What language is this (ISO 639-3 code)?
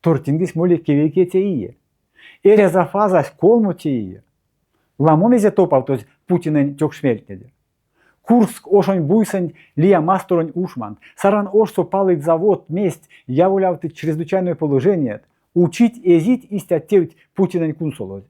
myv